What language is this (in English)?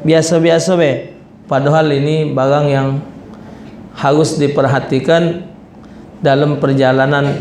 Musi